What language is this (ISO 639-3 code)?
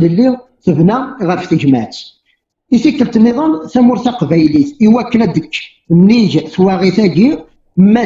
kab